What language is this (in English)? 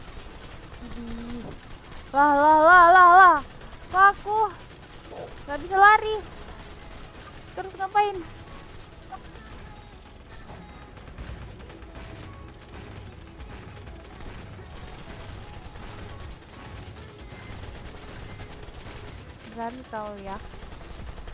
Indonesian